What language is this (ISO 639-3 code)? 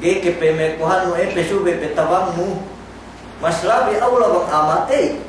yka